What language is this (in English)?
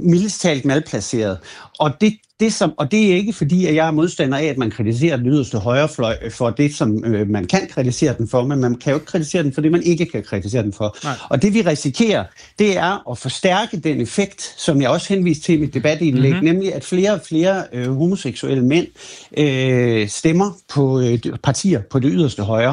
Danish